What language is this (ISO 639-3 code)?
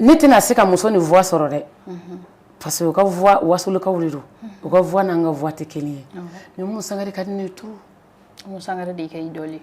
bam